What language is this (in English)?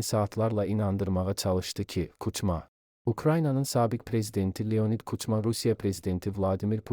Azerbaijani